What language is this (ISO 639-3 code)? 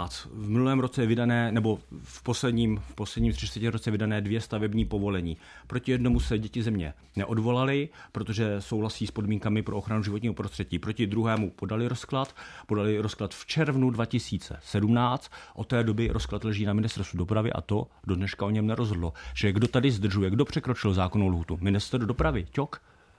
ces